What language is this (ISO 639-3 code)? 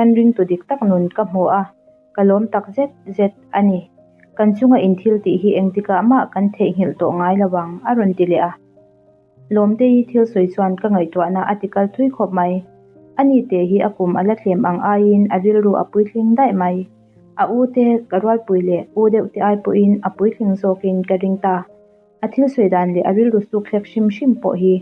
lus